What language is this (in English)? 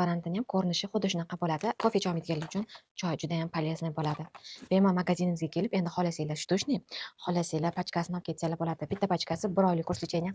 Uzbek